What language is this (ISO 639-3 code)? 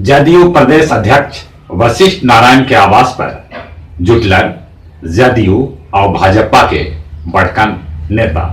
mag